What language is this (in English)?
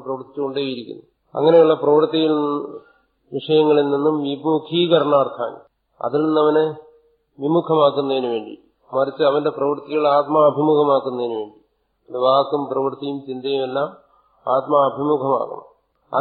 Malayalam